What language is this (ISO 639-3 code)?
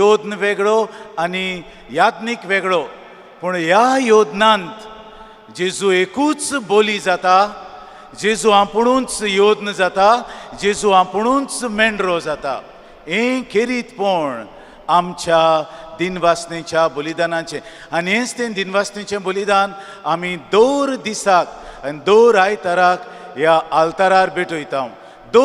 kok